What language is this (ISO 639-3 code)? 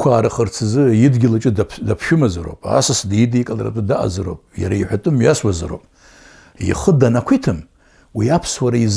abk